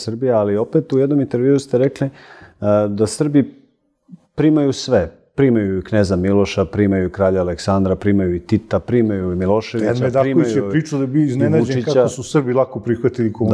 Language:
Serbian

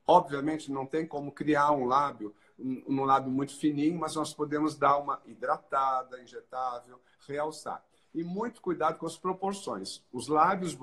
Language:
Portuguese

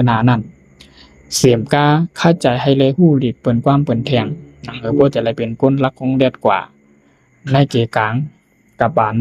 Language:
Shan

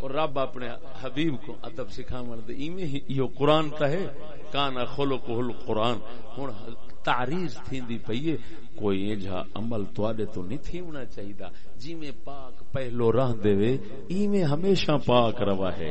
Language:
Saraiki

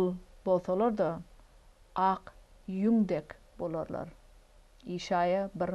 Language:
Turkmen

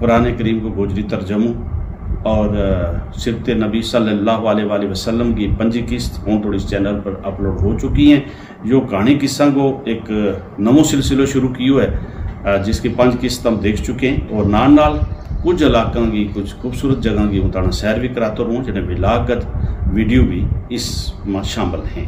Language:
Gujari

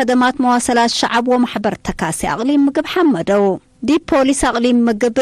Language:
Tigre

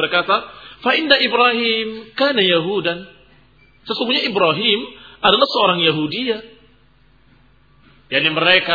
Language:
Indonesian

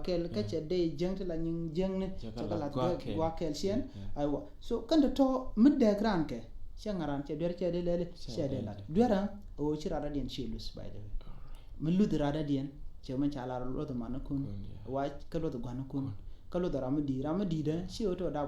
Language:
Nuer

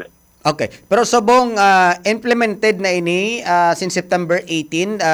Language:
Hiligaynon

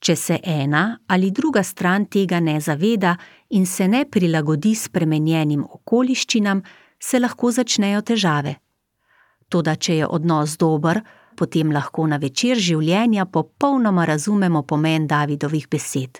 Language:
Slovenian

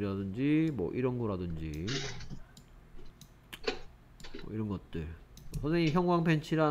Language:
Korean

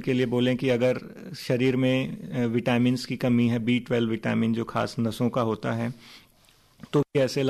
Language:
Hindi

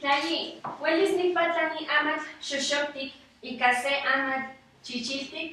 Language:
Eastern Huasteca Nahuatl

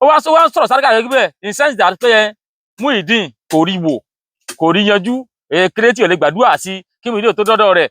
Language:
Yoruba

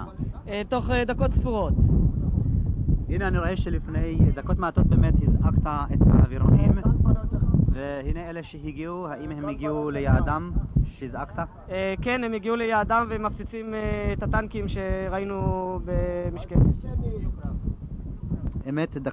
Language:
Hebrew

